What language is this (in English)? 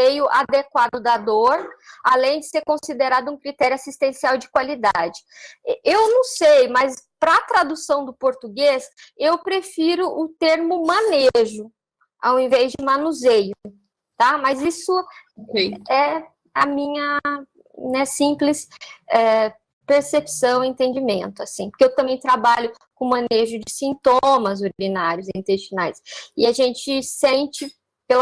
Portuguese